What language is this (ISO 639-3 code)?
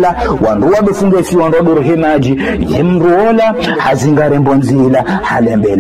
zdj